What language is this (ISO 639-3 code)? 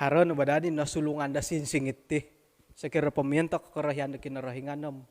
dtp